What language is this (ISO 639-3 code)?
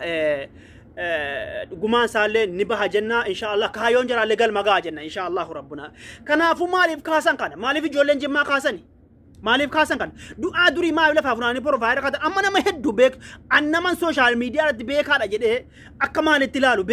orm